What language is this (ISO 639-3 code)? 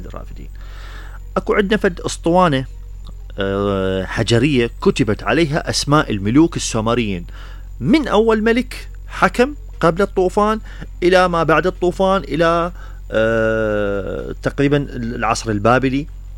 acm